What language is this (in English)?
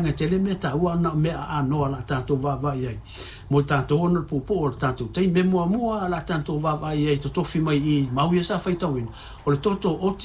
Samoan